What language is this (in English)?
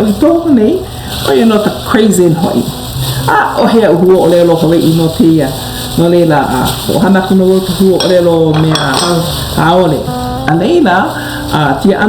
Hawaiian